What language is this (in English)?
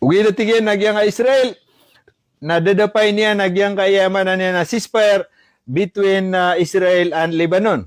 Maranao